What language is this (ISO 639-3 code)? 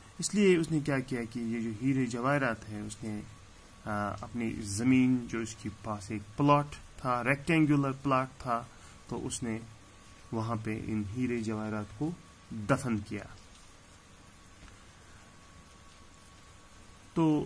urd